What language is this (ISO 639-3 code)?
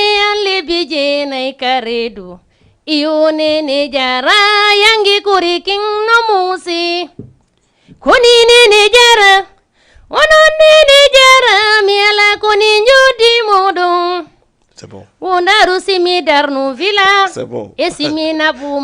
ful